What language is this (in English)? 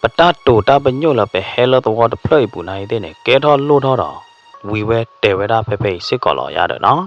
S'gaw Karen